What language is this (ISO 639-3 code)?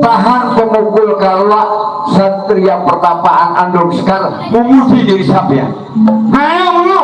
bew